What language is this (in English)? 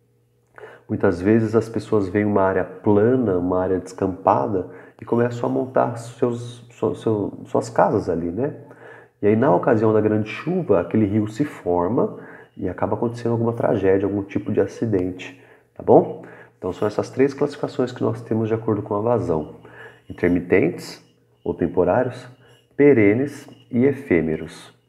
Portuguese